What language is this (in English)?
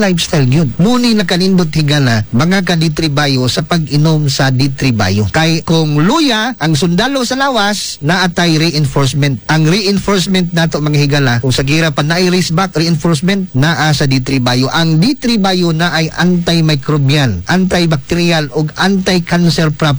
Cebuano